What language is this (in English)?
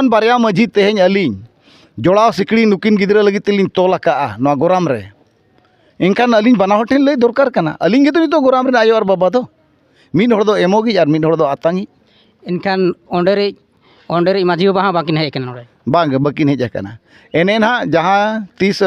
Santali